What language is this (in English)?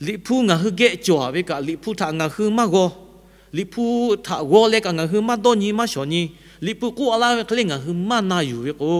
Lahu